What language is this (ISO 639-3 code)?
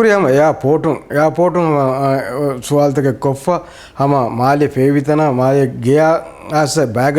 div